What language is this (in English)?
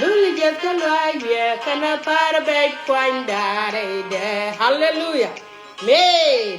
Nuer